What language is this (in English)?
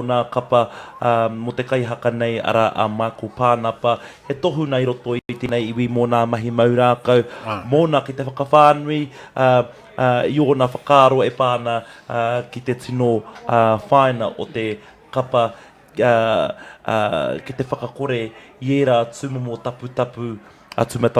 Māori